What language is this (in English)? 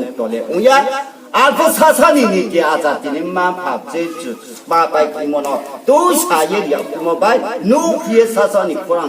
Riang (India)